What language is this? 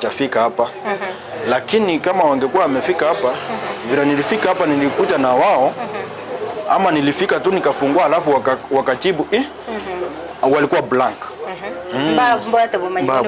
Gusii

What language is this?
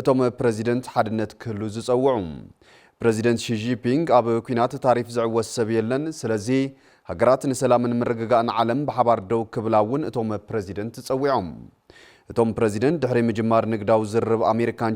Tigrinya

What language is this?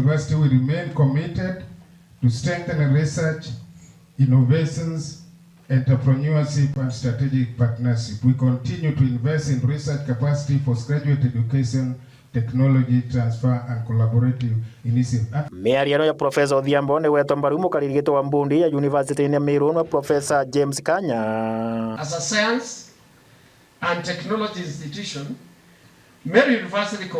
Meru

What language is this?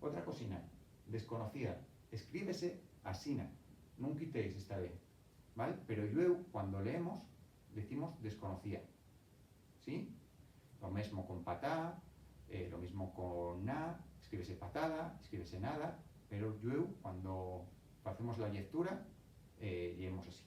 Asturian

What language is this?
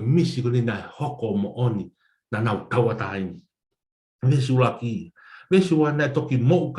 Tongan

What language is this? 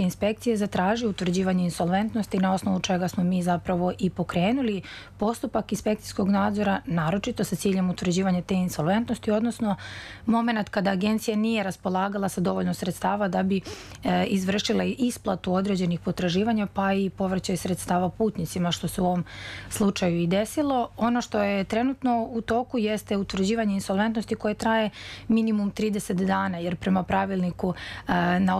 Serbian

